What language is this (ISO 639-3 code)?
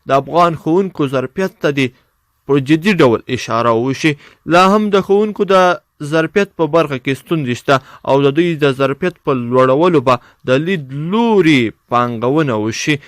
pus